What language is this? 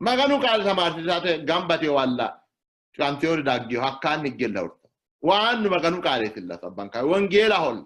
Sidamo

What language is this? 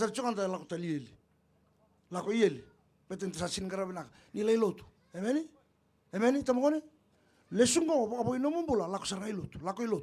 Fijian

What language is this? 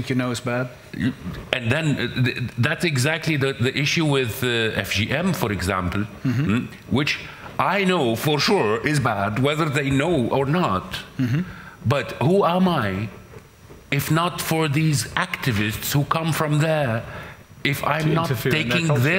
English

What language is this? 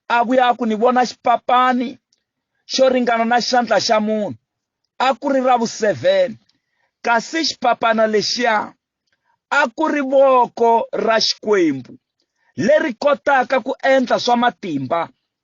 Tsonga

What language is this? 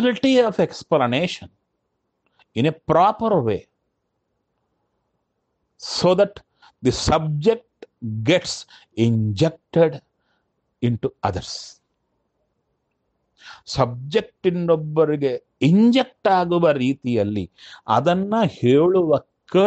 Kannada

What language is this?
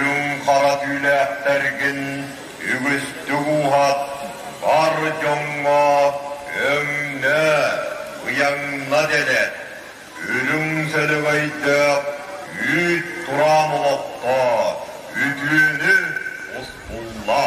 Yakut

